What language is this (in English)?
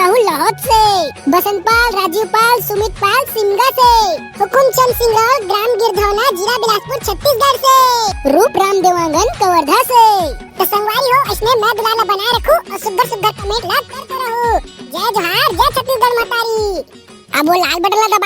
Chhattisgarhi